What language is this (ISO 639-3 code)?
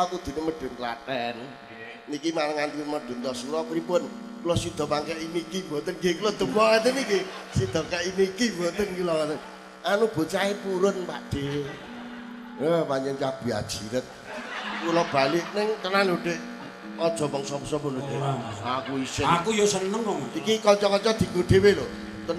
jav